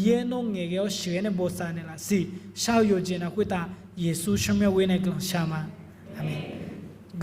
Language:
Akha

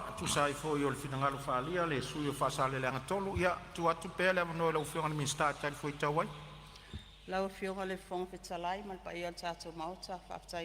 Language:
Samoan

